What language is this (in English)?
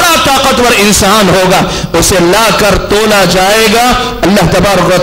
Urdu